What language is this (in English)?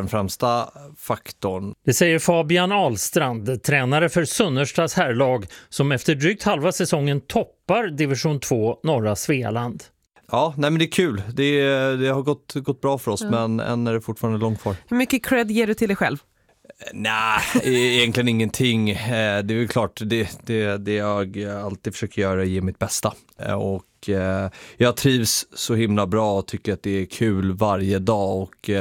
Swedish